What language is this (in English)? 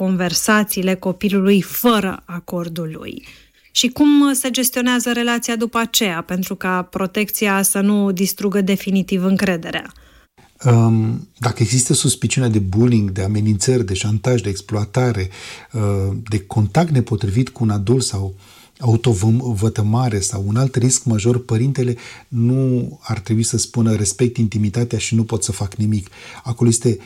Romanian